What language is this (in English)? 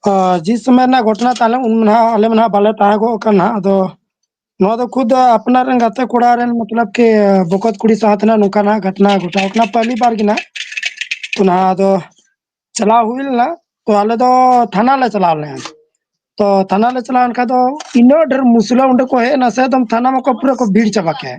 Santali